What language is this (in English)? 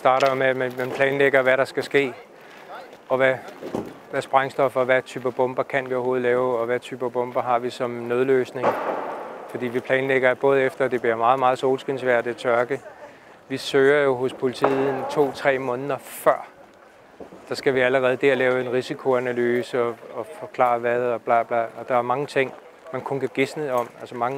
Danish